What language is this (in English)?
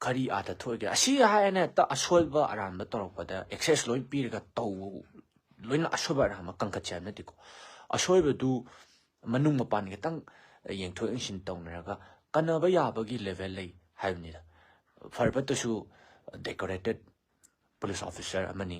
Manipuri